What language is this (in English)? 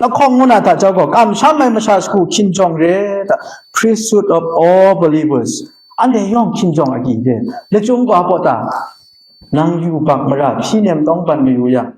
Kachin